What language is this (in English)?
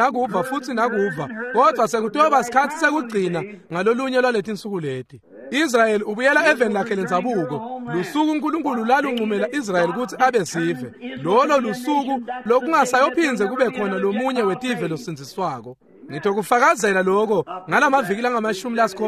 Swati